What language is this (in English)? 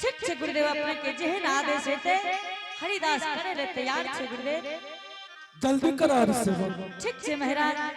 Angika